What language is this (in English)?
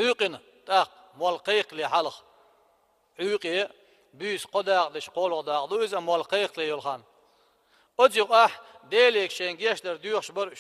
Chechen